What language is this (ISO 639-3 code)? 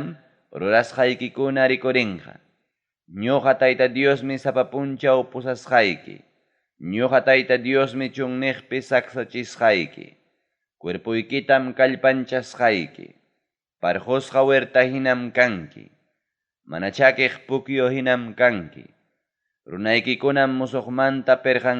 quy